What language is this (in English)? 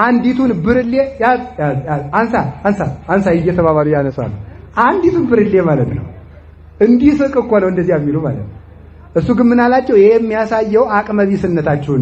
Amharic